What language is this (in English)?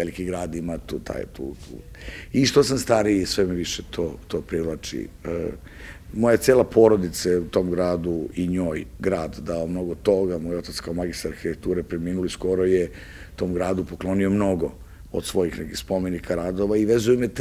Serbian